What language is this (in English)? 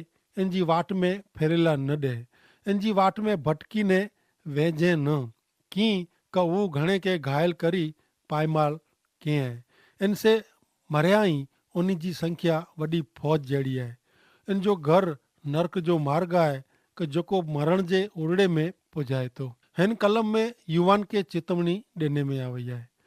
Kachhi